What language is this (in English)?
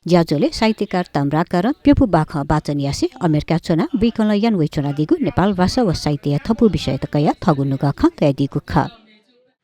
Newari